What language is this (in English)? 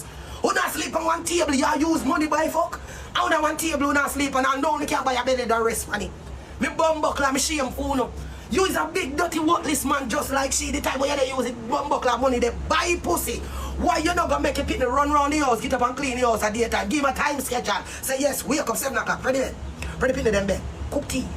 Jamaican Creole English